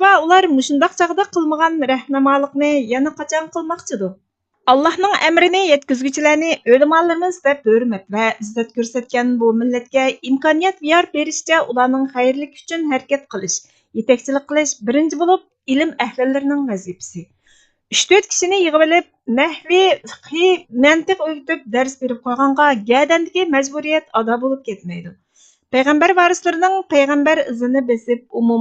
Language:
Uyghur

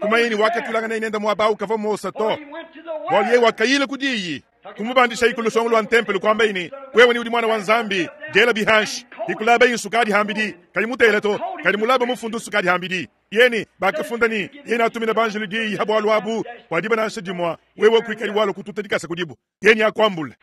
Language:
Luba-Lulua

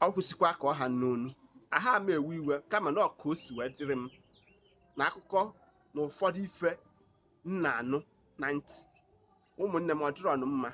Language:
Igbo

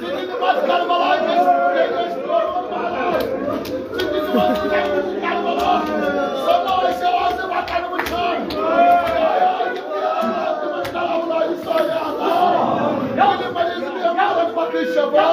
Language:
Kashmiri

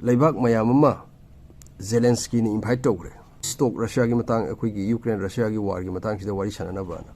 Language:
Manipuri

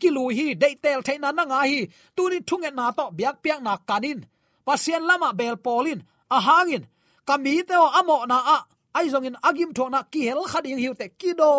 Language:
Tedim Chin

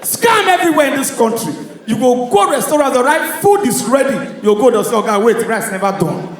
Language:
Nigerian Pidgin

